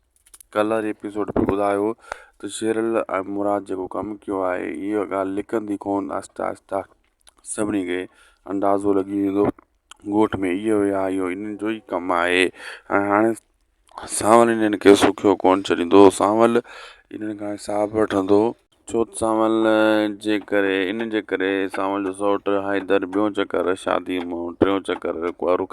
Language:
Sindhi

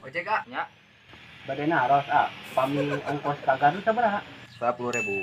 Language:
Sundanese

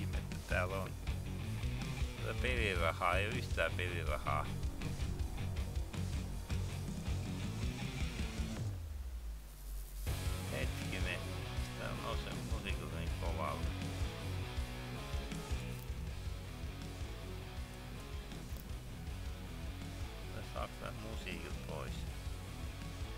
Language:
Finnish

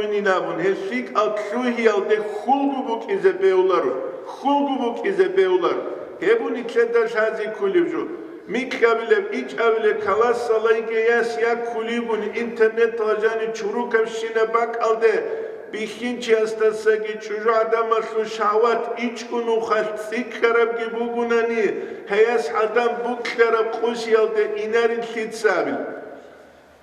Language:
Avaric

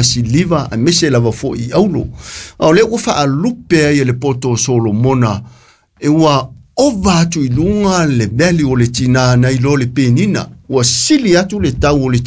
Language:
Samoan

